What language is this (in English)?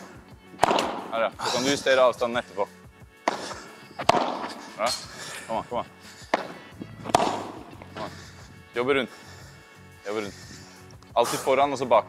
Norwegian